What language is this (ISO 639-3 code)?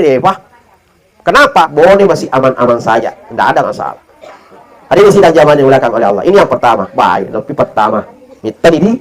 bug